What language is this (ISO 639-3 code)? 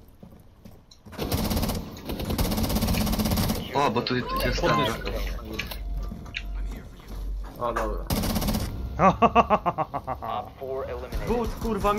pol